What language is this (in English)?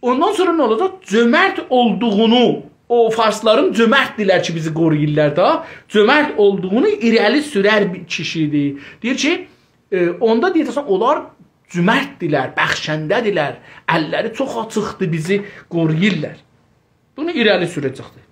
South Azerbaijani